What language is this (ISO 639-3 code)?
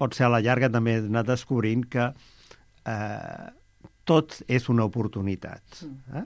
cat